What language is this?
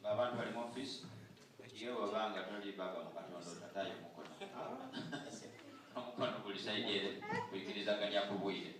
Soga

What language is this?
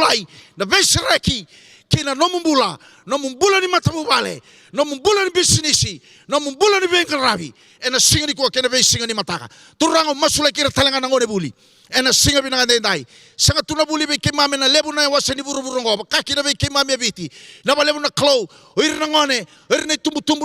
Fijian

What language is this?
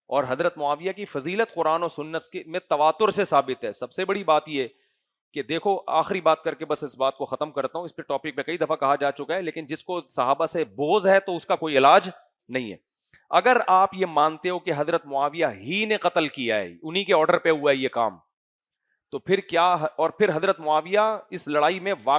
Urdu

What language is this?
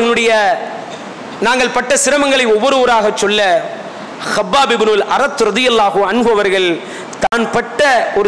Tamil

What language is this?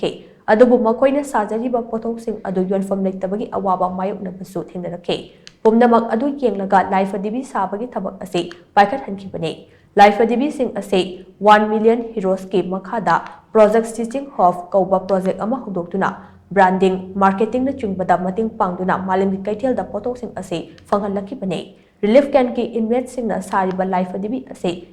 Manipuri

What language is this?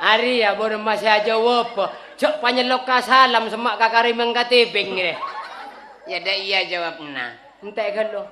Madurese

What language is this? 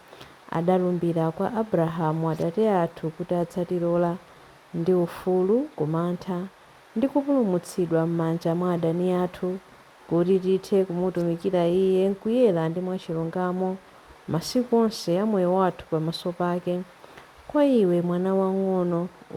Nyanja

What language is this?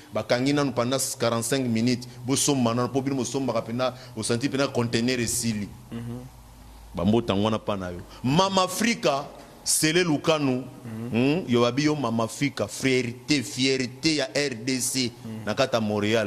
Lingala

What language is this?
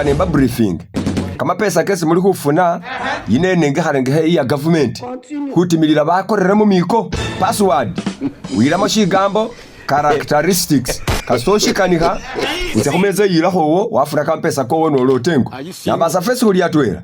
Masaaba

